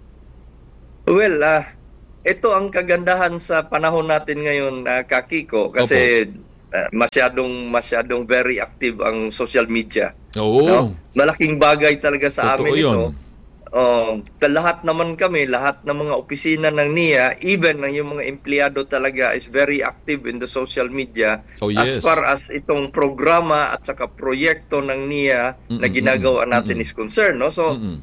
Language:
Filipino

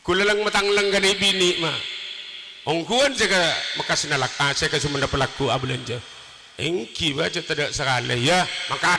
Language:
Madurese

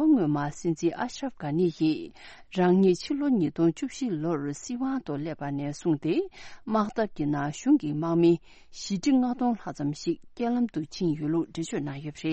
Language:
Tibetan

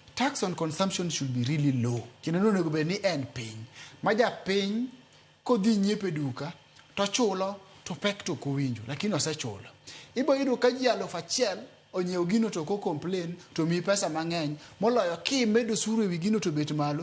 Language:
Luo (Kenya and Tanzania)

